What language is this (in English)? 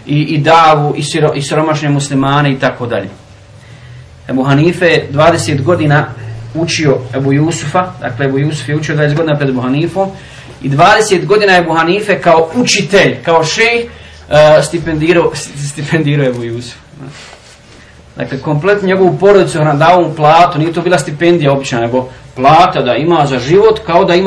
Bosnian